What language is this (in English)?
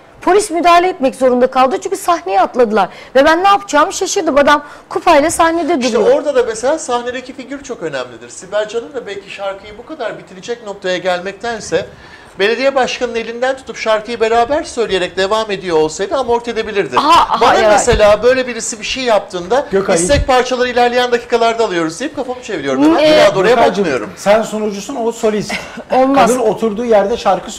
Turkish